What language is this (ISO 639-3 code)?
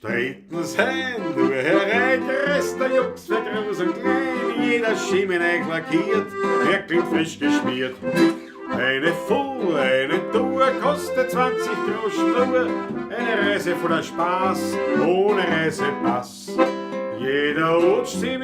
bar